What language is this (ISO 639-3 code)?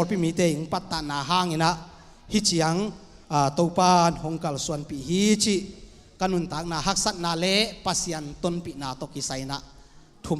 ctd